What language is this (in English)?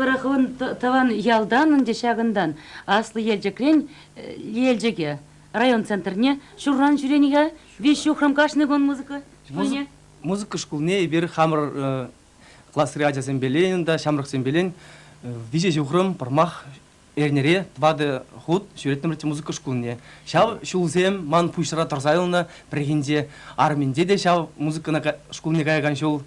Chuvash